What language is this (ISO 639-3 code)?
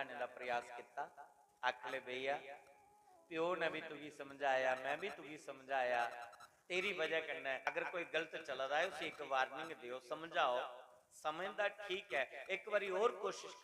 doi